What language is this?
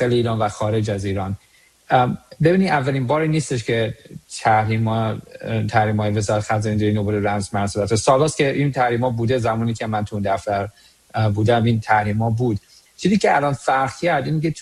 Persian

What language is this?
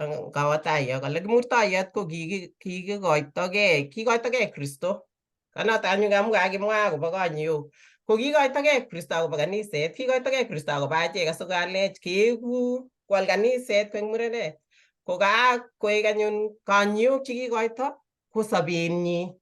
Kalenjin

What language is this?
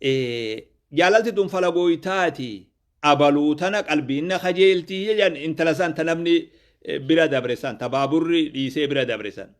Oromo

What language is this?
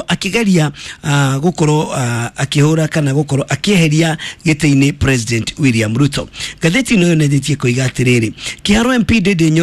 Kikuyu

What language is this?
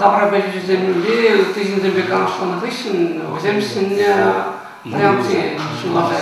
Chuvash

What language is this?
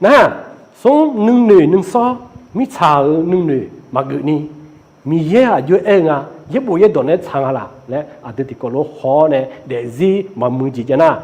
Akha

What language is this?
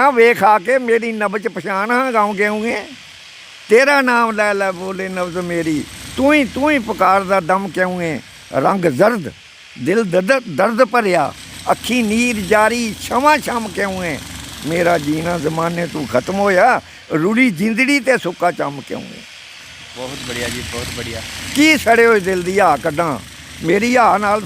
Dogri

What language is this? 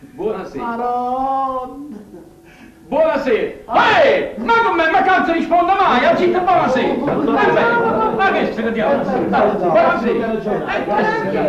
Neapolitan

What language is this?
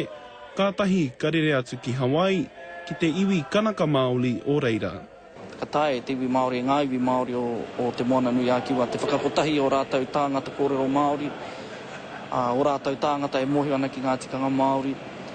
Māori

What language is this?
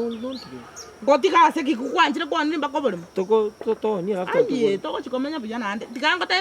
Gusii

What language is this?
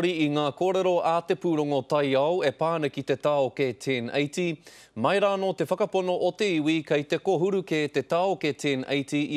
Māori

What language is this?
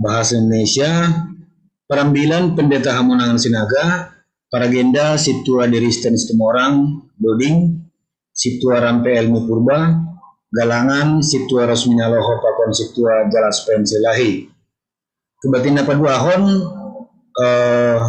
Batak Simalungun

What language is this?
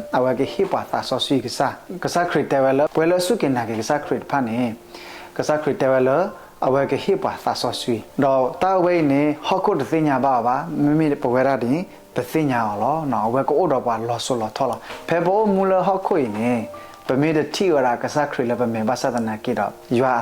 S'gaw Karen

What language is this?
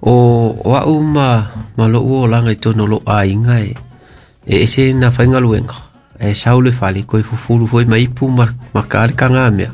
Samoan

